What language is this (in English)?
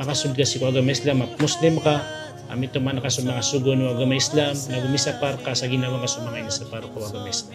Maranao